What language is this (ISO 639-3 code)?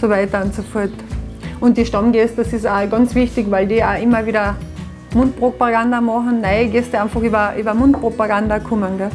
bar